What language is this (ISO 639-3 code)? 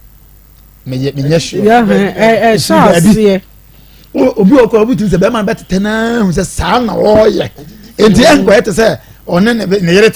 aka